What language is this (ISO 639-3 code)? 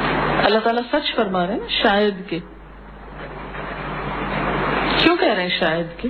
urd